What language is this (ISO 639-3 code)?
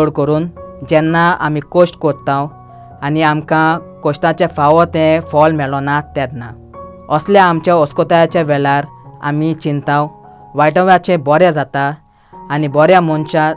kok